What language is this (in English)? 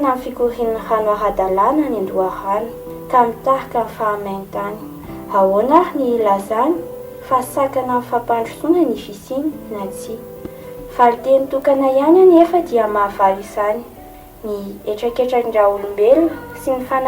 Malagasy